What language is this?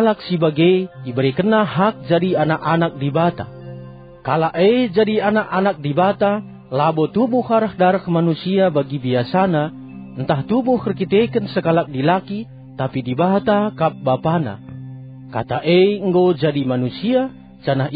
Batak Karo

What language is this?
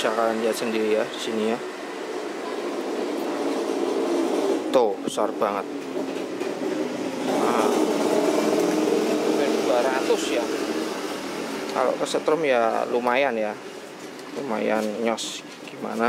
Indonesian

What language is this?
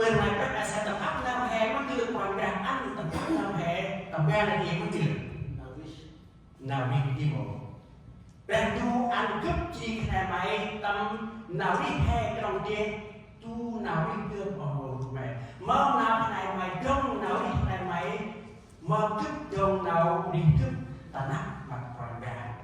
Central Mnong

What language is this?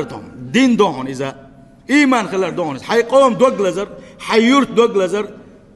Chechen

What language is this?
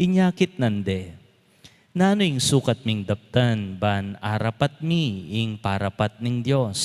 Pampanga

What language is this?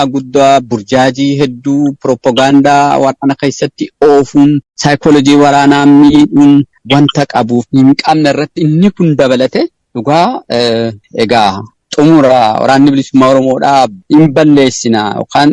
Oromo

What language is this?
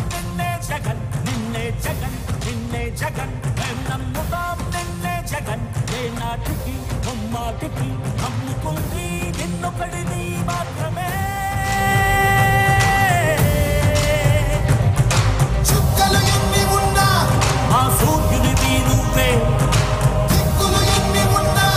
Telugu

